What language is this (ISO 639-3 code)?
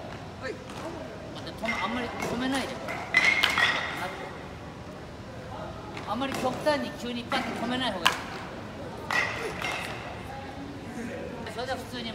jpn